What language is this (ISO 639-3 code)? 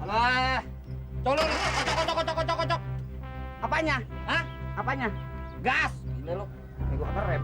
bew